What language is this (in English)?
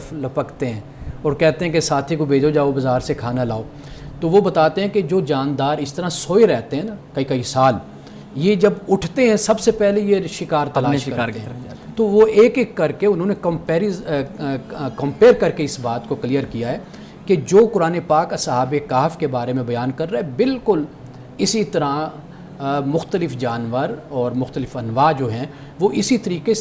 Urdu